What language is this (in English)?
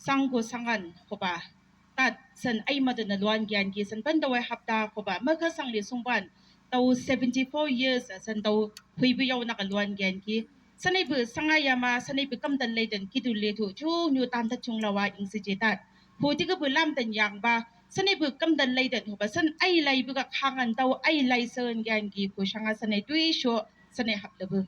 Chang Naga